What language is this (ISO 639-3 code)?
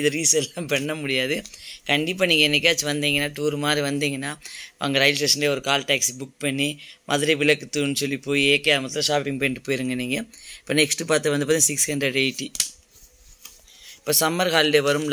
tam